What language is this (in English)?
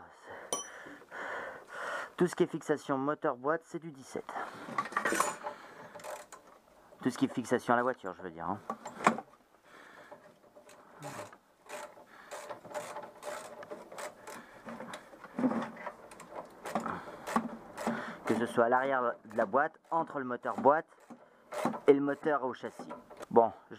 French